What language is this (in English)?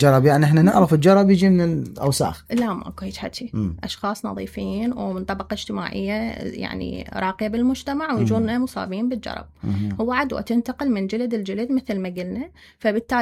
Mesopotamian Arabic